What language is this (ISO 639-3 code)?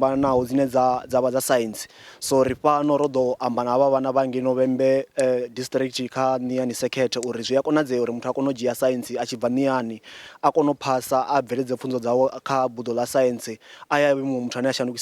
ven